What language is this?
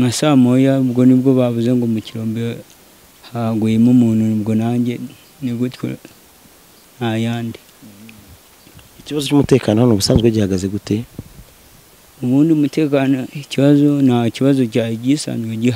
Kinyarwanda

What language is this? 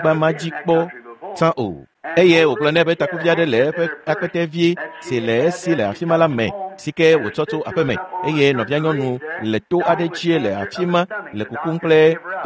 Ewe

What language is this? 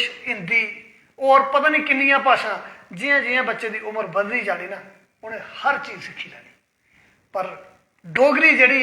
Dogri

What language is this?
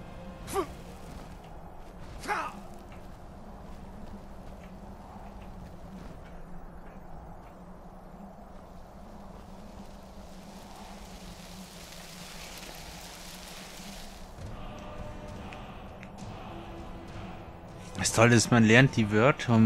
German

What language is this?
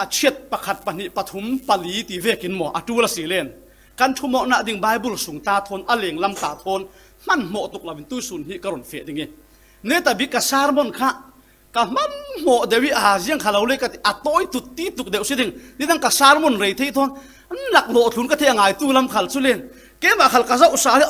Falam Chin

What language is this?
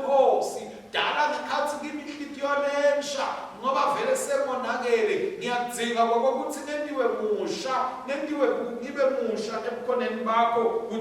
Swati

